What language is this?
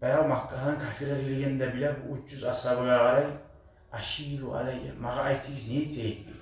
Kumyk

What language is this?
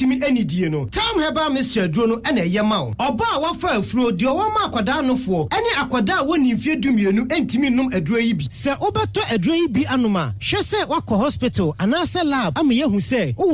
Akan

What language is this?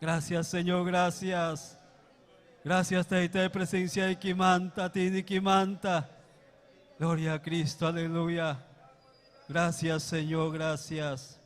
Ayacucho Quechua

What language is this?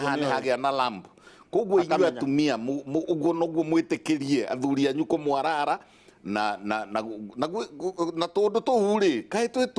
Kikuyu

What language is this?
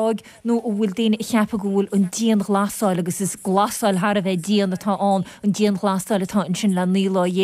Irish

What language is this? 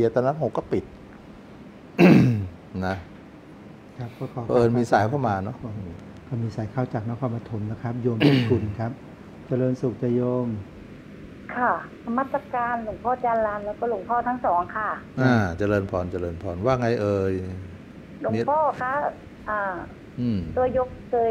Thai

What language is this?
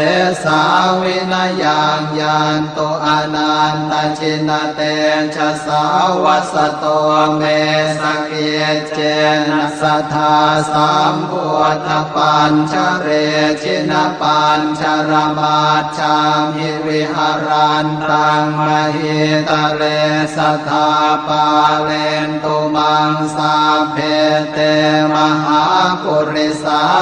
Pali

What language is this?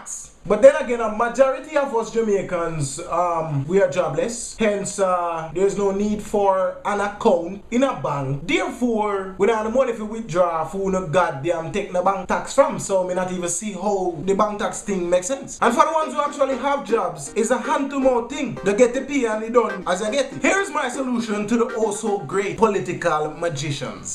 Jamaican Creole English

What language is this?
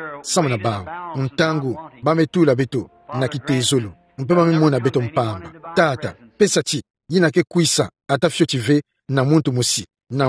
Kituba (Democratic Republic of Congo)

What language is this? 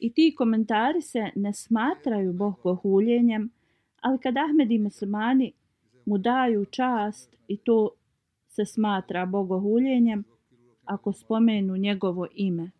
Bosnian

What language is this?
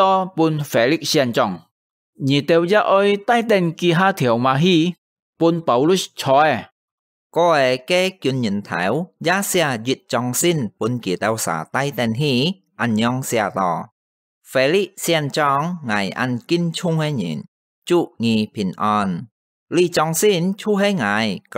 Hakka Chinese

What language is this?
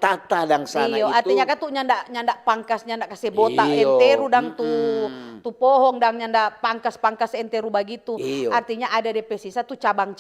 Manado Malay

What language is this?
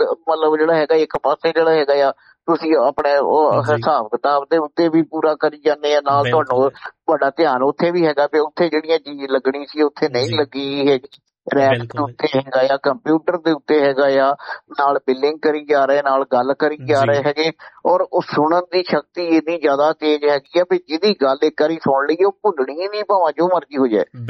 Punjabi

